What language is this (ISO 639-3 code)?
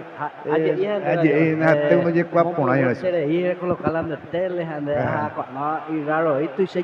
grn